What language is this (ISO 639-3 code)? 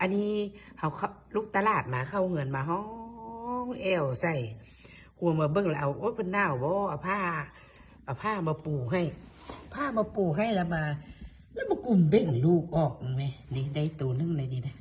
lao